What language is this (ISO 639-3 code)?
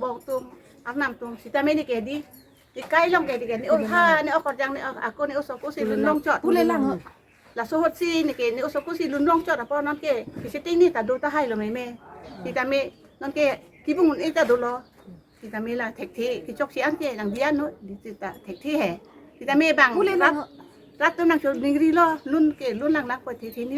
mjw